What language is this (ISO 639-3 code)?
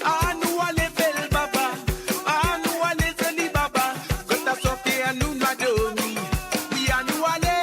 mfe